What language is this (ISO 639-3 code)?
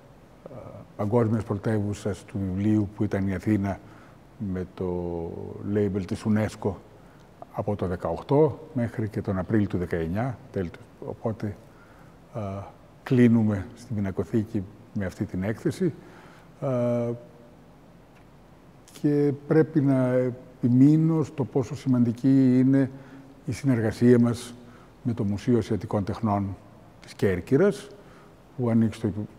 ell